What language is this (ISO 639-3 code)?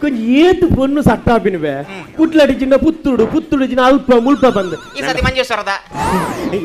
tcy